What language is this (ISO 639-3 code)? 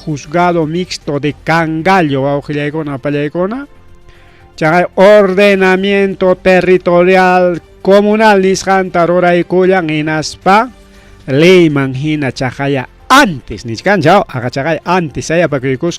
quy